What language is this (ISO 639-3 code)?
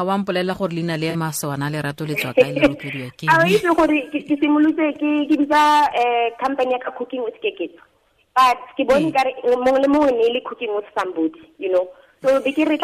tsn